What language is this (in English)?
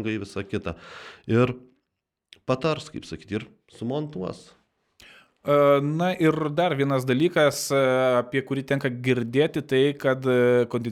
Lithuanian